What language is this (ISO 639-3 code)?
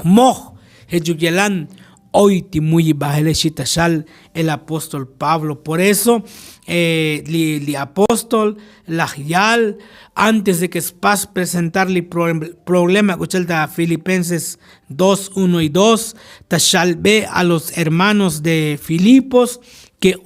tzo